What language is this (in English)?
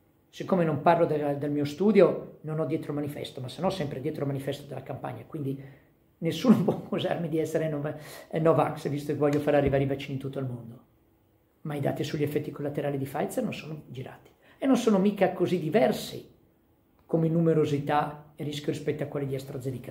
Italian